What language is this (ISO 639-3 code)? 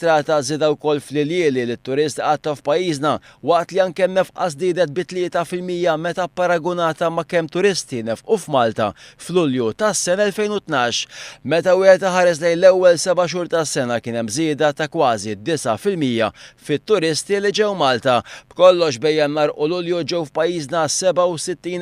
mlt